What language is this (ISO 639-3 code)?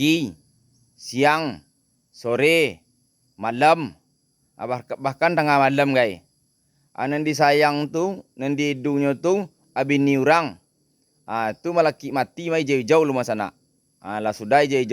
min